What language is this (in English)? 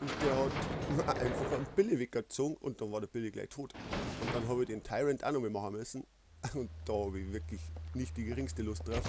Bavarian